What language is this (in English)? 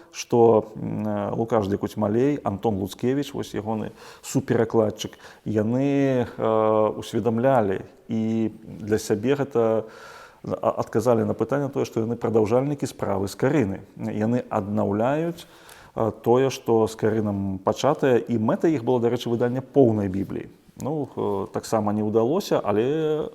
Belarusian